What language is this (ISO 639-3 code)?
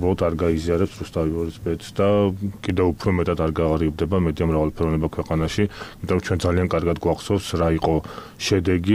kat